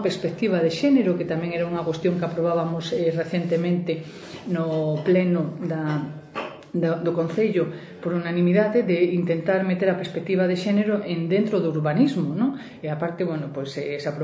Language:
Galician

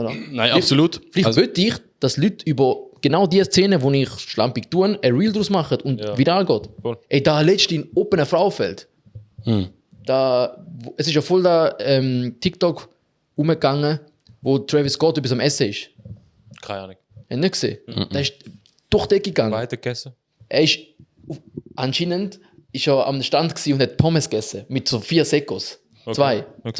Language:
Swiss German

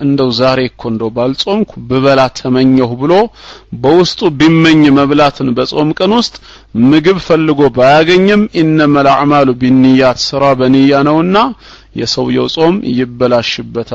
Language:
Amharic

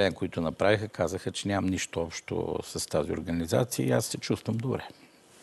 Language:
Bulgarian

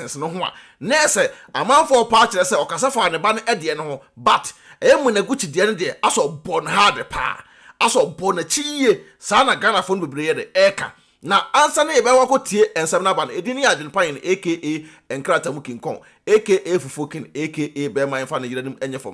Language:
Akan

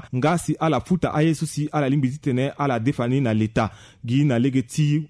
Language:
Sango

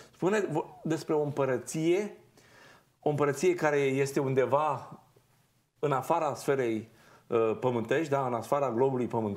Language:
Romanian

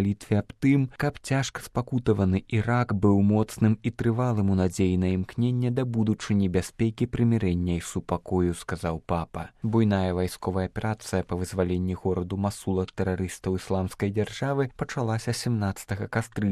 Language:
Belarusian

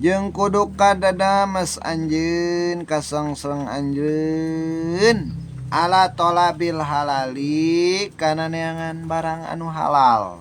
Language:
Sundanese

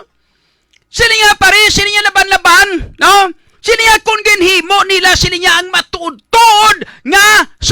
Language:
Hiligaynon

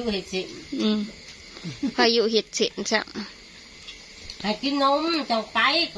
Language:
Northeastern Thai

